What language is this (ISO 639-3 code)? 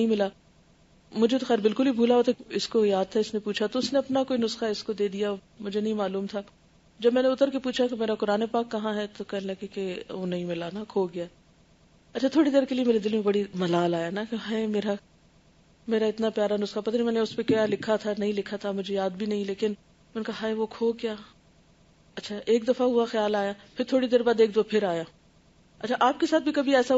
urd